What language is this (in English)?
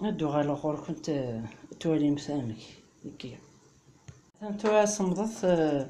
Kabyle